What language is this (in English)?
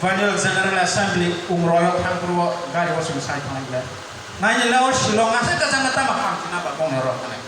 Kok Borok